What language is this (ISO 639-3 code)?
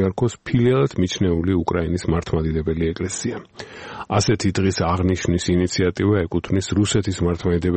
kat